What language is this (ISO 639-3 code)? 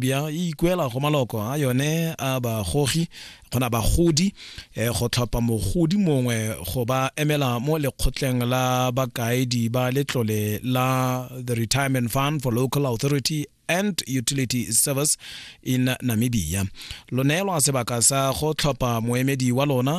tsn